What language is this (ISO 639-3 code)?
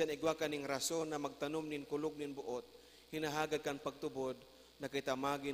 bik